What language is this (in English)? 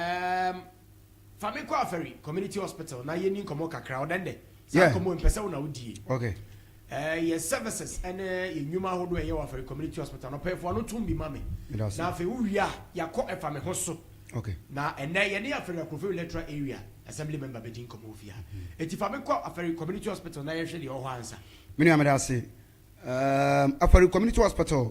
Akan